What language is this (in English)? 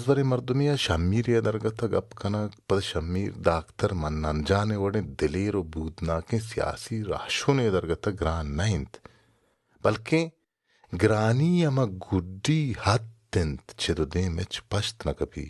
Baluchi